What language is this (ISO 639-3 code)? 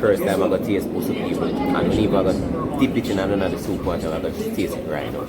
jam